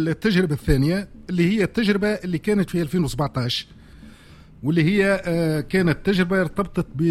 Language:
Tunisian Arabic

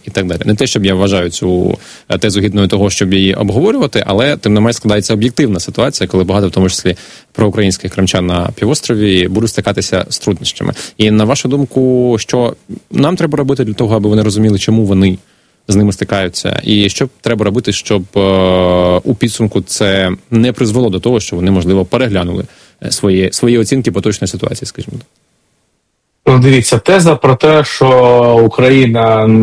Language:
Ukrainian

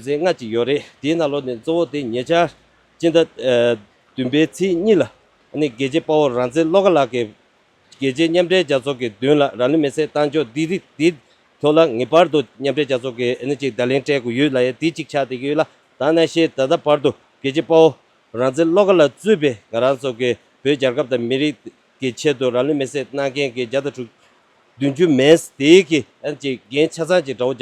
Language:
Tibetan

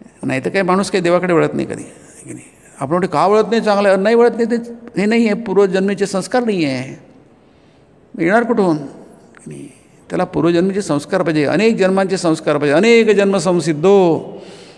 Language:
Marathi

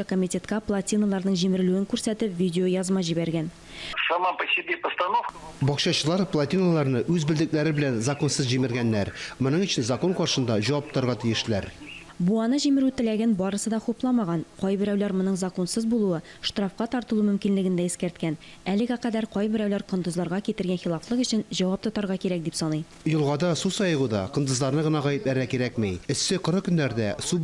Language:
Tatar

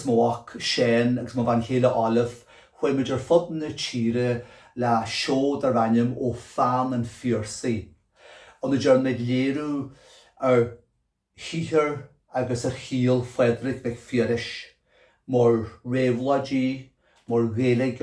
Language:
Irish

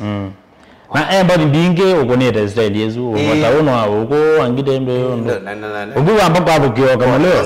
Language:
Kamba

